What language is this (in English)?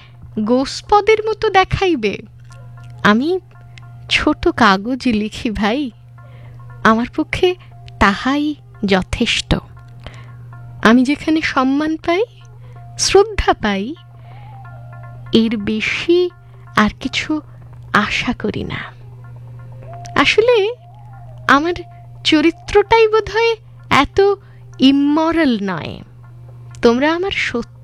Bangla